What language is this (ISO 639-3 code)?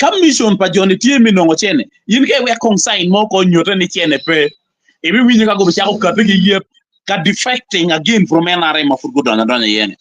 ach